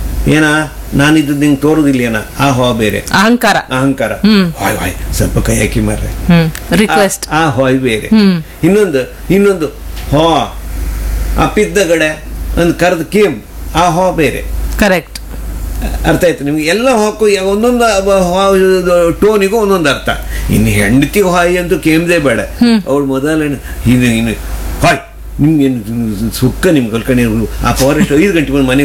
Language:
Kannada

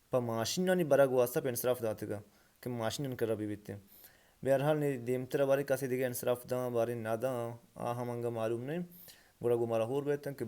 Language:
Baluchi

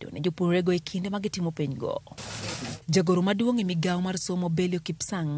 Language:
Luo (Kenya and Tanzania)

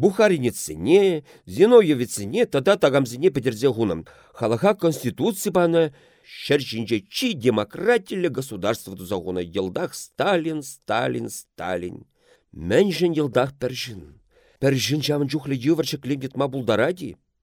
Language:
Chuvash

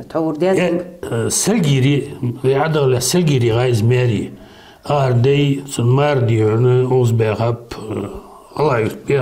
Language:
Ingush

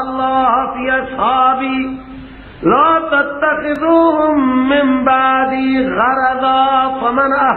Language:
Persian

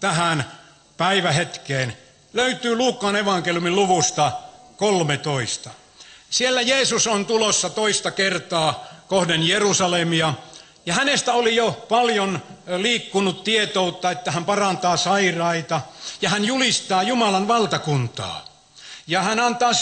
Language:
Finnish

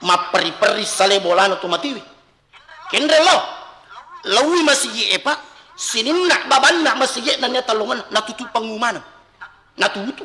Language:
Buginese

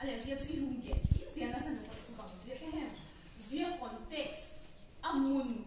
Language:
Vaiphei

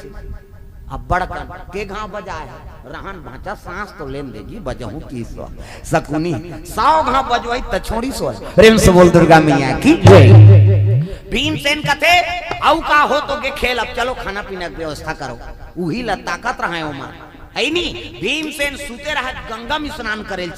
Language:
Chhattisgarhi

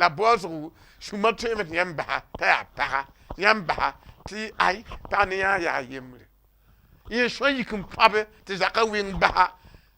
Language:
Mossi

